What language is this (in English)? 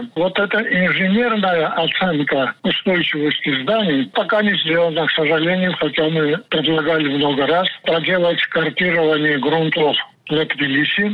Russian